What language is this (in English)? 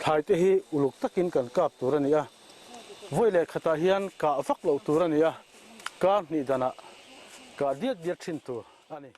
Mizo